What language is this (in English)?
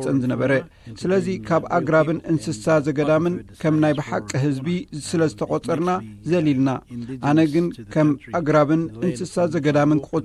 Tigrinya